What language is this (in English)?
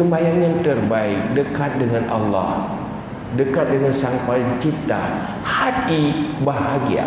Achinese